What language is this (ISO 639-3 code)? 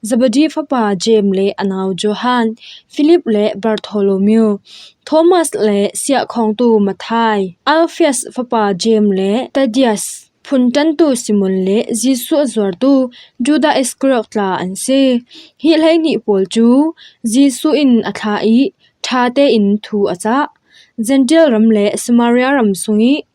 cfm